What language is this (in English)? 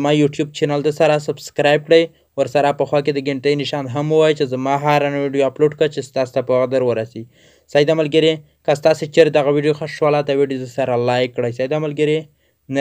Pashto